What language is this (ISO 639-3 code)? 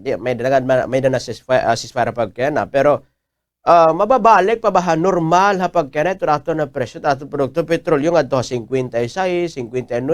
war